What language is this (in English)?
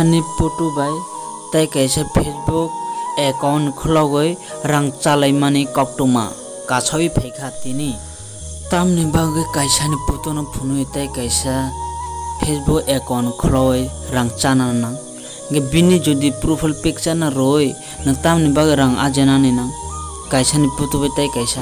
Kok Borok